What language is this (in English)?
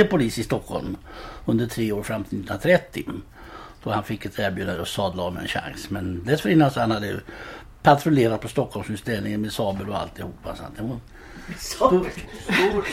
Swedish